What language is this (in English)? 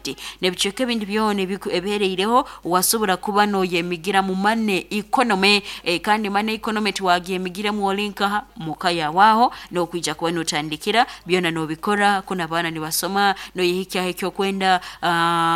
Nyoro